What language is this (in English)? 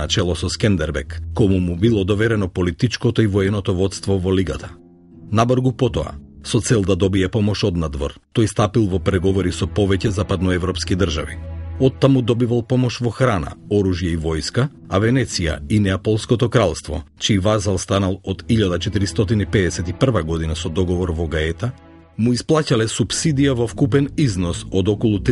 Macedonian